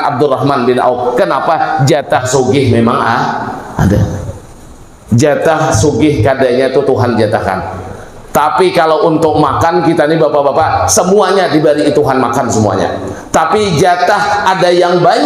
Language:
Banjar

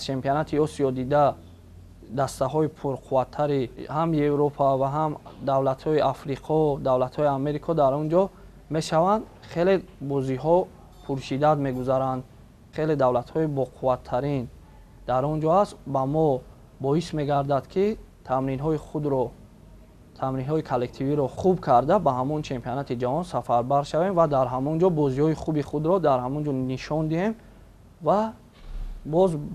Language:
Tajik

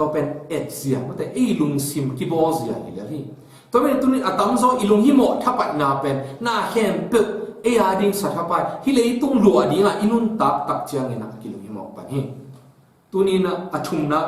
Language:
Tedim Chin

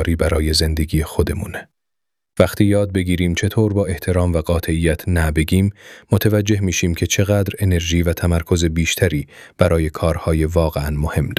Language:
Persian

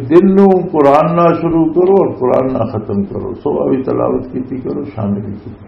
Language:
Western Panjabi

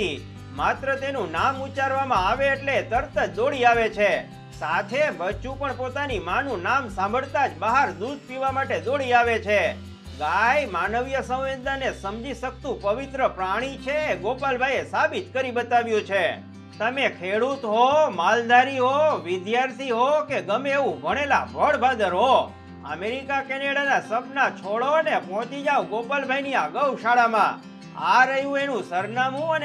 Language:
Gujarati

